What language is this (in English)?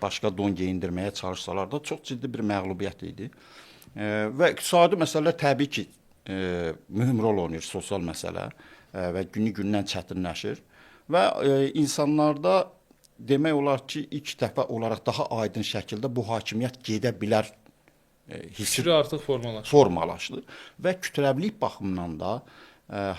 Azerbaijani